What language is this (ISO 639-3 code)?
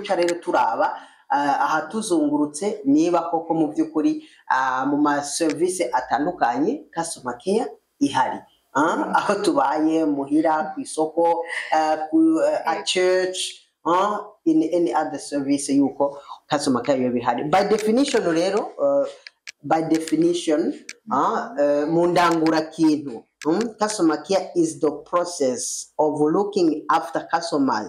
run